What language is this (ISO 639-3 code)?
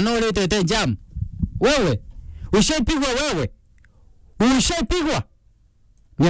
mer